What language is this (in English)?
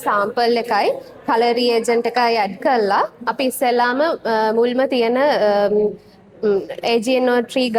Sinhala